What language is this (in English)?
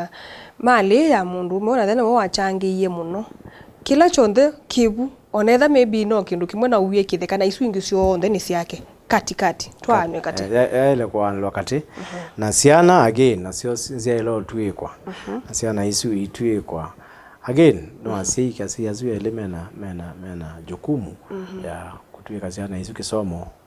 Kamba